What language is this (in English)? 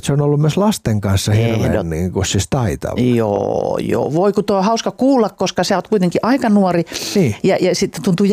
Finnish